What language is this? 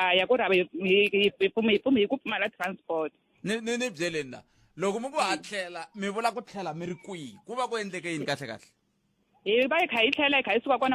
Tsonga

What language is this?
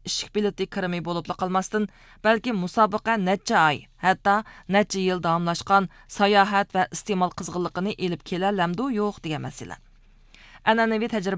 Uyghur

